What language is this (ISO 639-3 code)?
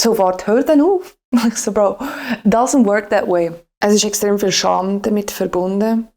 gsw